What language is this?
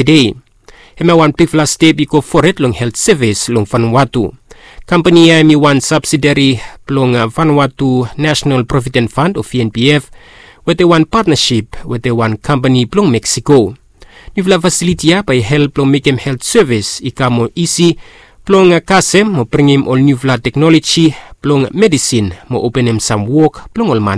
Bislama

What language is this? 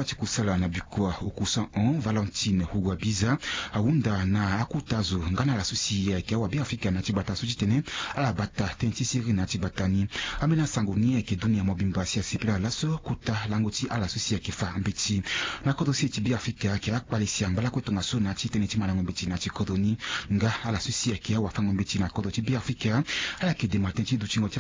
Sango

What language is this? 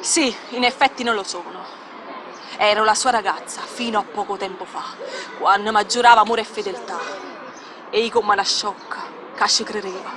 Neapolitan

